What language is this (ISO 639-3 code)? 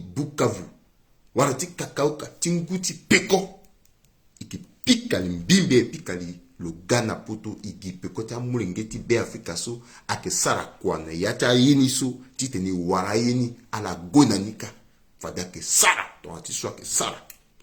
sag